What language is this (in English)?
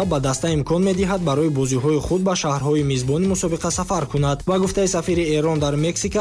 Tajik